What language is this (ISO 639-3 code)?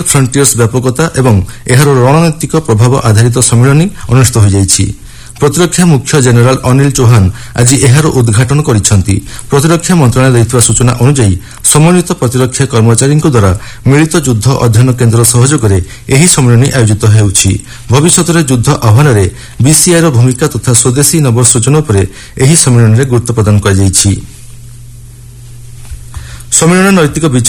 ori